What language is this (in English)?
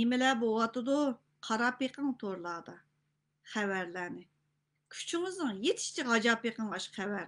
Uyghur